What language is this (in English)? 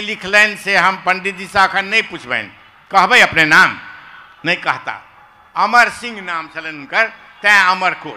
Maithili